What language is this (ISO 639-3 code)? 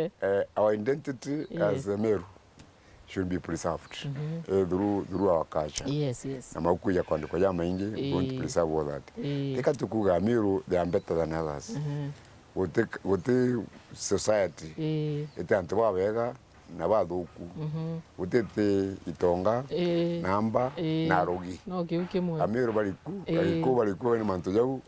mer